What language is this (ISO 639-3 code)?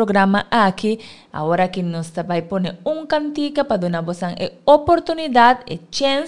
pap